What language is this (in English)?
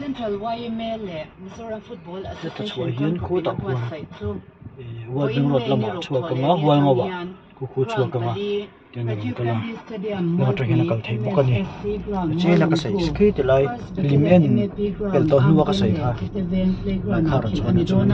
Mizo